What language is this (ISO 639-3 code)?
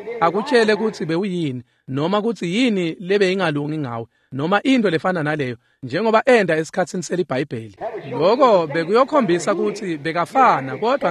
ssw